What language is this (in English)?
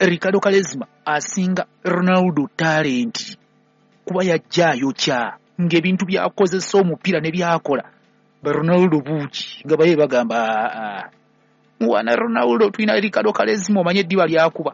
Ganda